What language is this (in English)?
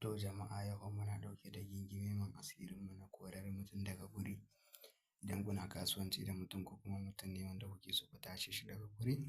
Hausa